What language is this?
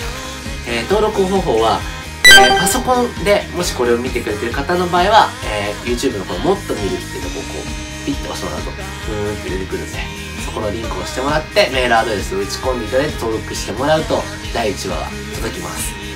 Japanese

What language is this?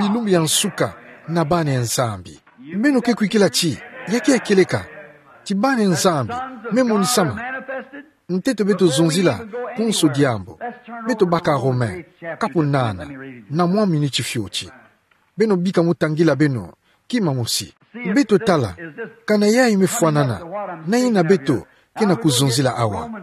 Kituba (Democratic Republic of Congo)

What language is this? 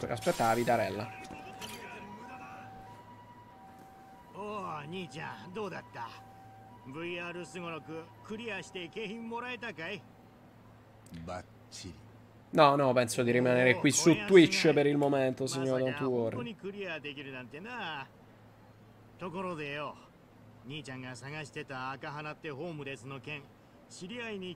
Japanese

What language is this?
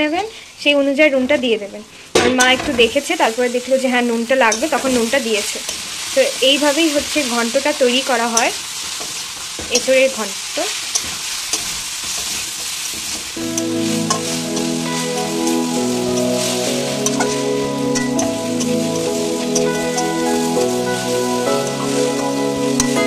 Bangla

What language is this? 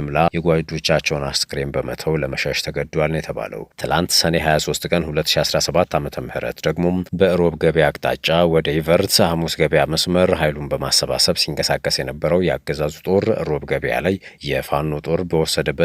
Amharic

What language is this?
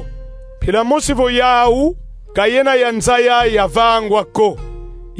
Kongo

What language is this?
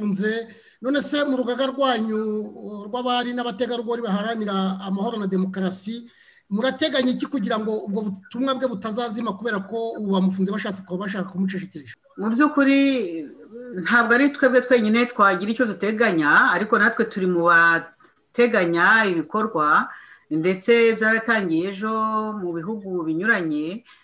Kinyarwanda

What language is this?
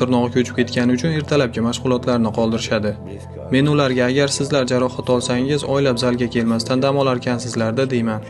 Uzbek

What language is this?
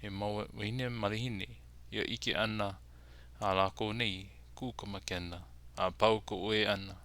Hawaiian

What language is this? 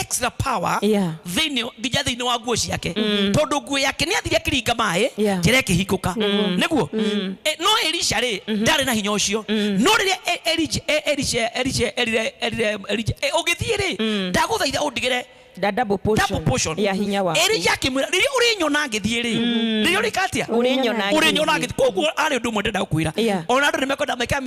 Kikuyu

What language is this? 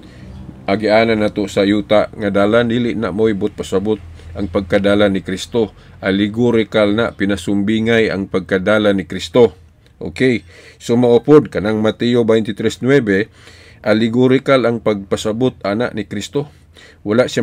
Cebuano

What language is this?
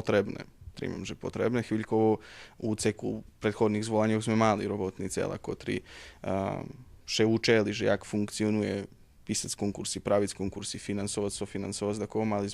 Rusyn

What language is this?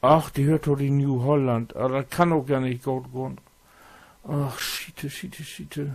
Low German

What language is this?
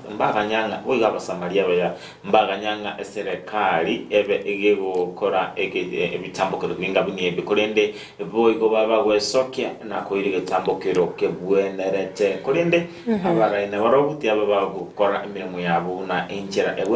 Gusii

